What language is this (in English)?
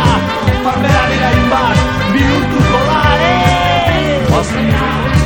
Basque